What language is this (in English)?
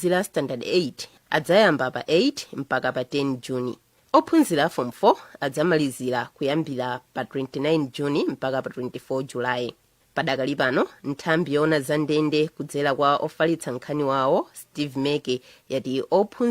Nyanja